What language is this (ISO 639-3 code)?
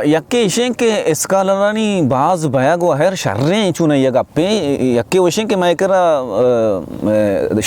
bal